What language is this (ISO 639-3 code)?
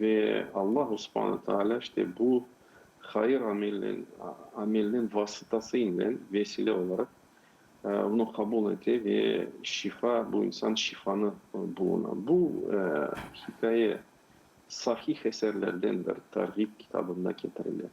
crh